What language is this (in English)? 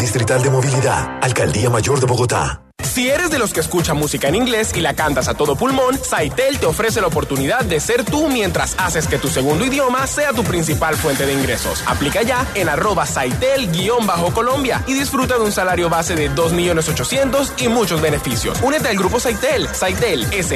Spanish